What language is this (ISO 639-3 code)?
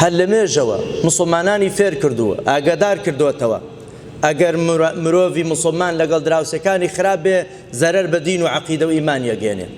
ckb